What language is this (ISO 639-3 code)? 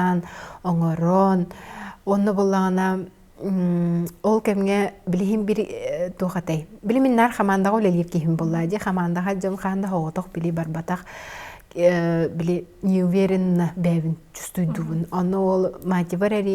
sah